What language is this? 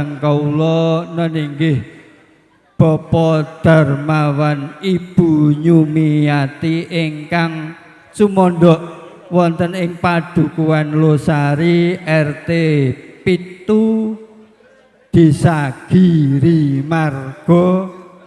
Javanese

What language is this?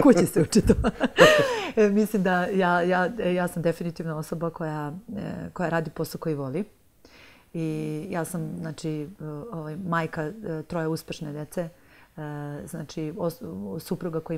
Serbian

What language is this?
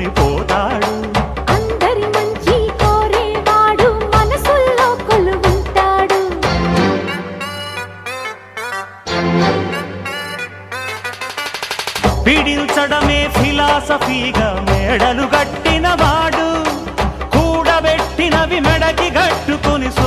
Telugu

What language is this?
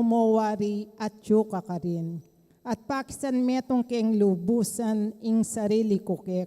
Pampanga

